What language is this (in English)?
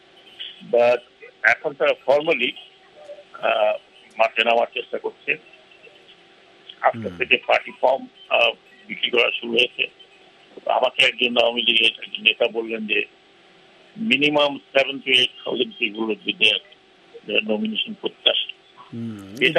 Bangla